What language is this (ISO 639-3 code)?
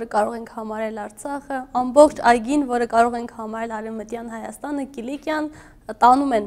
hye